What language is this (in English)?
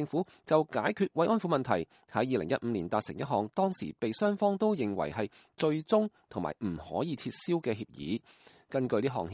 Cantonese